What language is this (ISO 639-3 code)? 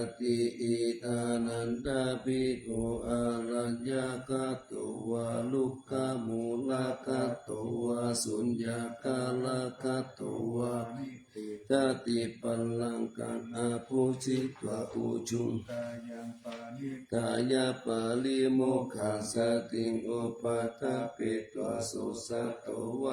pli